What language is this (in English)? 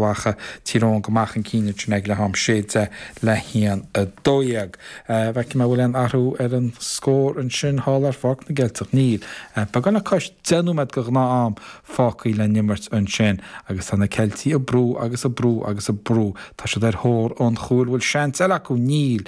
Irish